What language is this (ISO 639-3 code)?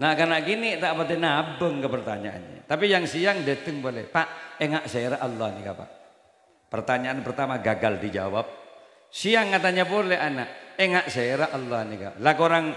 mad